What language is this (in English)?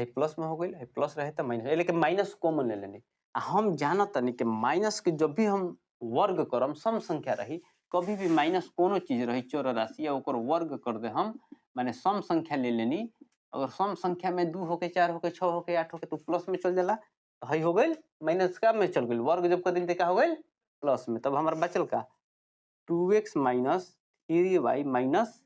Bhojpuri